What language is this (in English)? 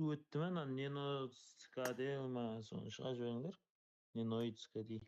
Kara-Kalpak